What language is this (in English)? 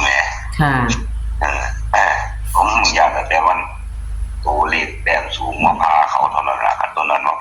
Northeastern Thai